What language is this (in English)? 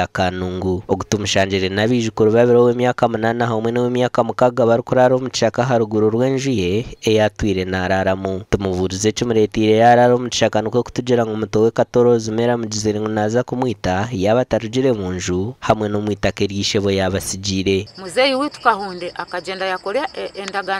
Nyankole